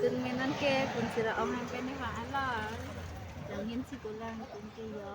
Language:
Karbi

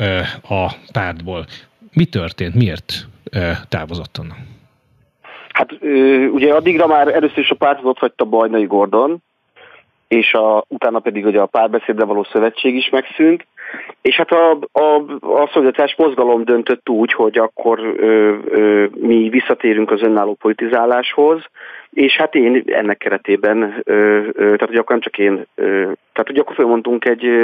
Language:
Hungarian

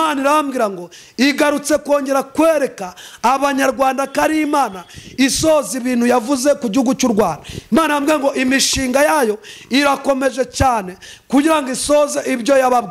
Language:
Kinyarwanda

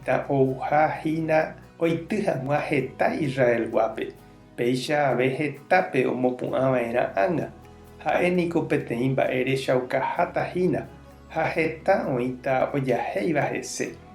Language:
Guarani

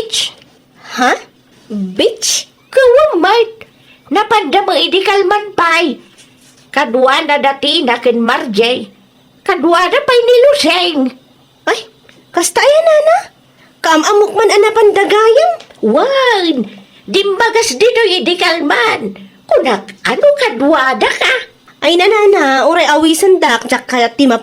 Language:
Iloko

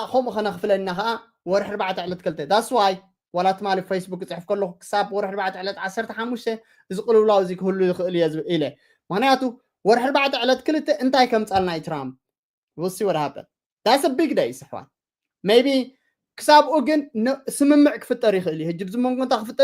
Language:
Tigrinya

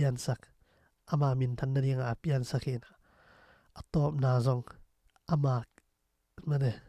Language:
Tedim Chin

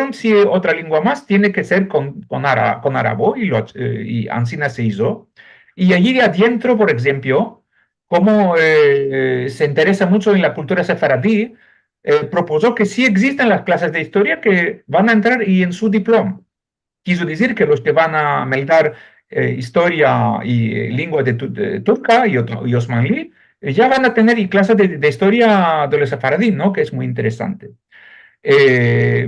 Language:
Ladino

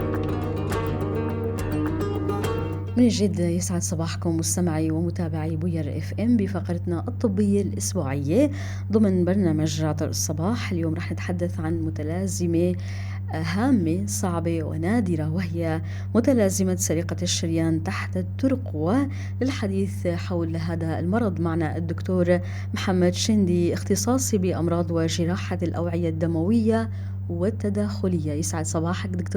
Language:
North Levantine Arabic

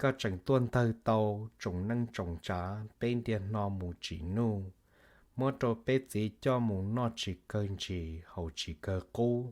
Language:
Hmong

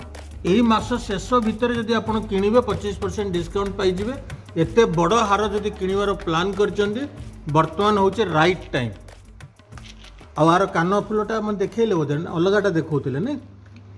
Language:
Odia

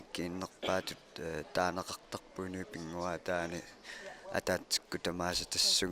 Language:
Kalaallisut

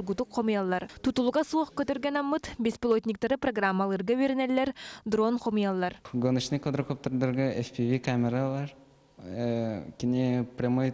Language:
Yakut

